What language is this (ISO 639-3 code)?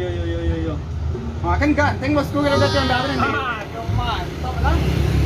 min